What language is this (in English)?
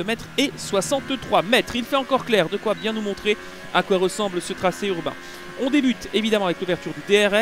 French